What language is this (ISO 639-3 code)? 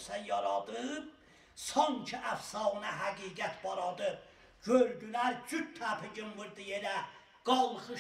azb